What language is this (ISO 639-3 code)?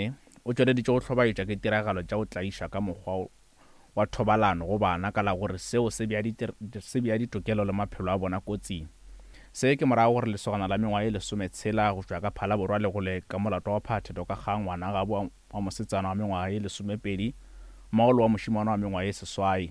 nso